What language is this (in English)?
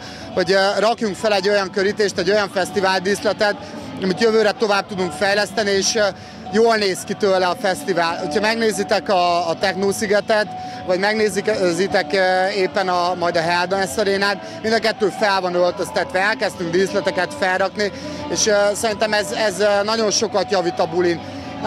Hungarian